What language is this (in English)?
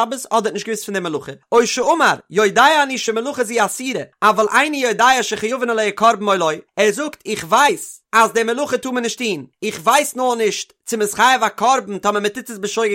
Yiddish